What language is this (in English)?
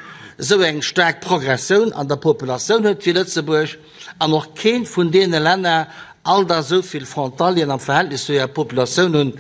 Luxembourgish